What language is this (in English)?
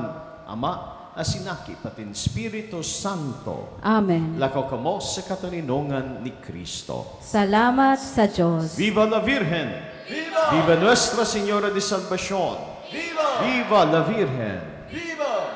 Bikol